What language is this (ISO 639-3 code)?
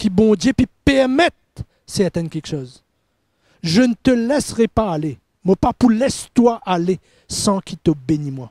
mfe